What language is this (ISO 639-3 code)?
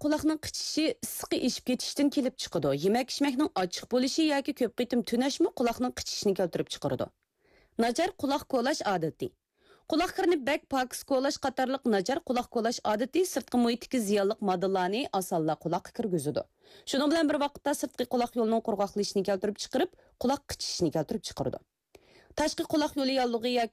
uig